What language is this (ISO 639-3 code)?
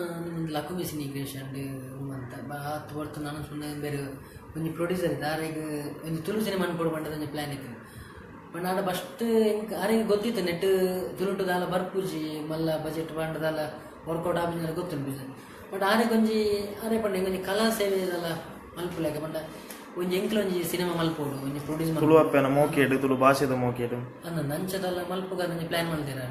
tcy